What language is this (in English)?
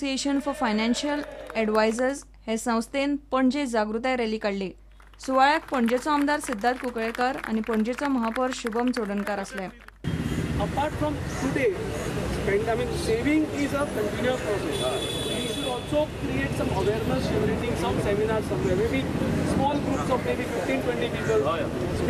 Konkani